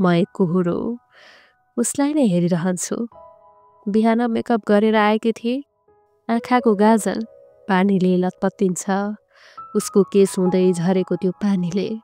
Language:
Nepali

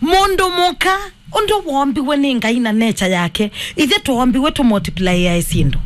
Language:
Kamba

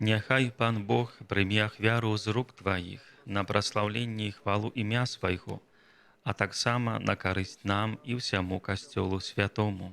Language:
Belarusian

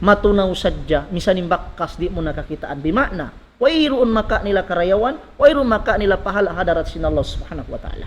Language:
Tausug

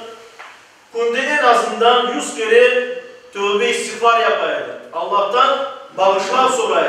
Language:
Crimean Tatar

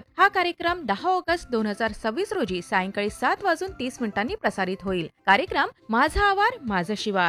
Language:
Marathi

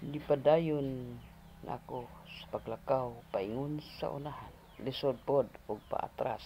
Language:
Cebuano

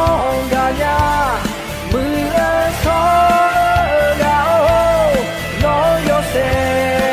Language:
Akha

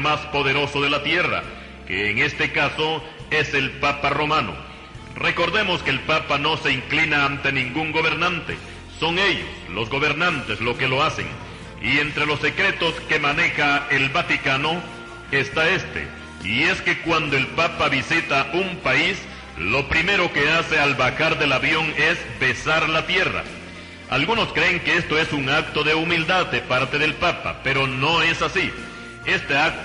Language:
Spanish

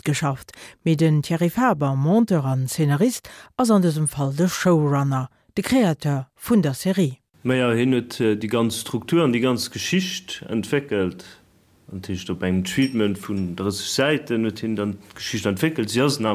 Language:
Luxembourgish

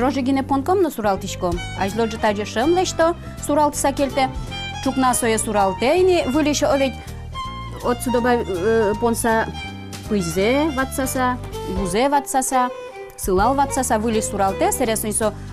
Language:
Udmurt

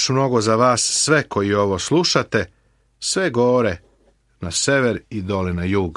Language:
Serbian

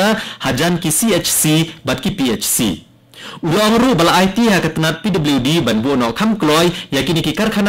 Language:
Khasi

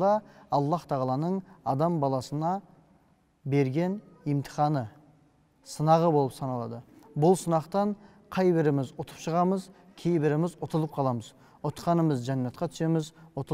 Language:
Kazakh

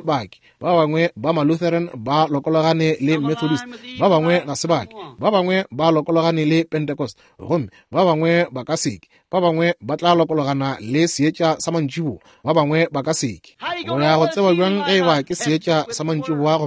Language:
Northern Sotho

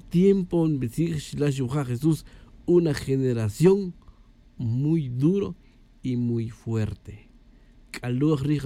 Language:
Tz'utujil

